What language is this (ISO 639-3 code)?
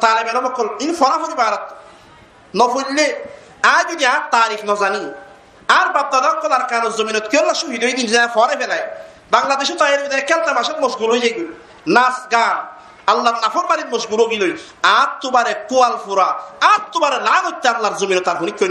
rhg